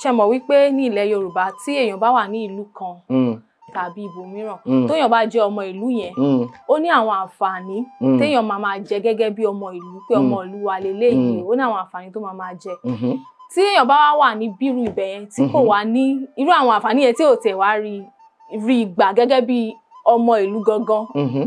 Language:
Yoruba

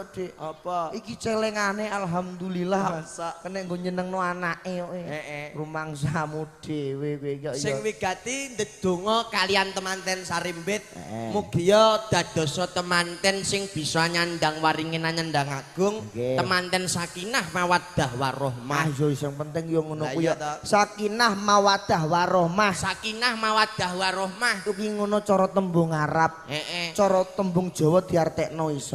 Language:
Javanese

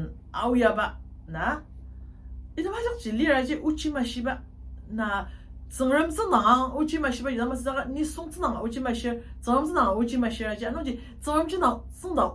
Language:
Ao Naga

